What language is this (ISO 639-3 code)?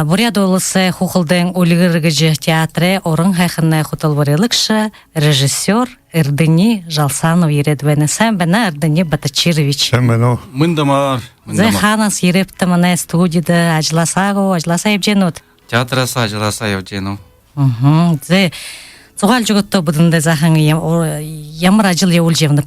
bua